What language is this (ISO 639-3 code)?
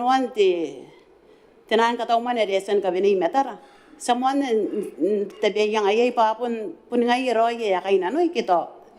gil